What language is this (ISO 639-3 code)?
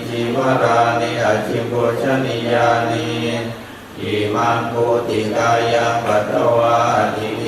pli